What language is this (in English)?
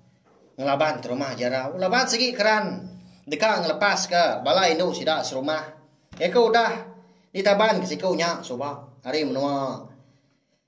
Iban